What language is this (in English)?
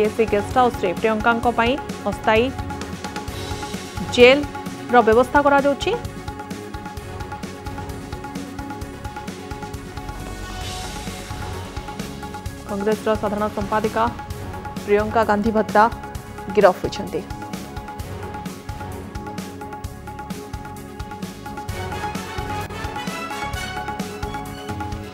Odia